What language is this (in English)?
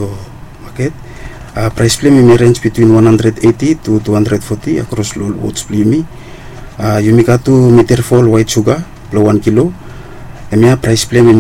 Bislama